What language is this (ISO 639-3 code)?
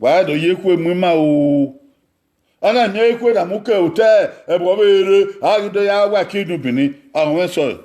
bin